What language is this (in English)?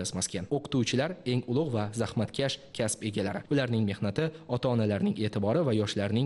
Uzbek